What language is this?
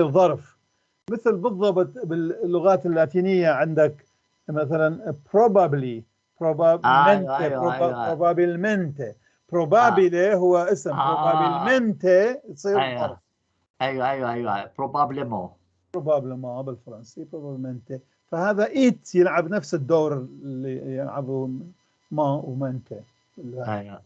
North Levantine Arabic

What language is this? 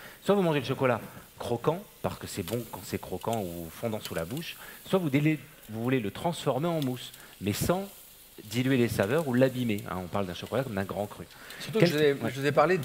French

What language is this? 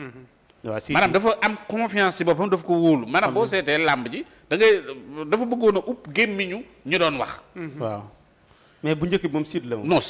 Wolof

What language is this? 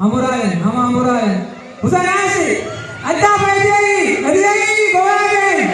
Divehi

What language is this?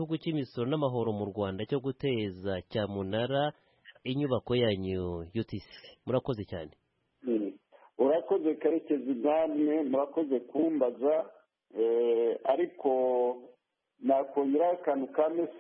Kinyarwanda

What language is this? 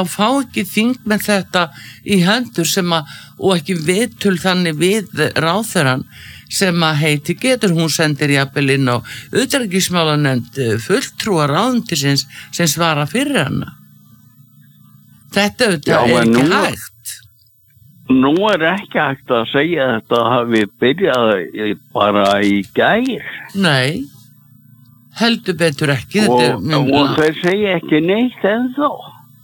Icelandic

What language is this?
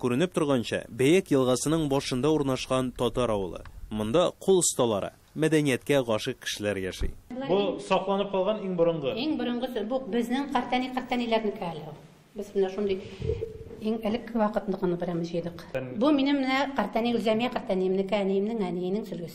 Tatar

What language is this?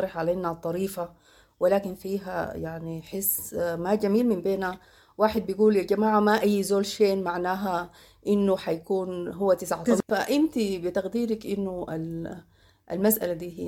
Sudanese Arabic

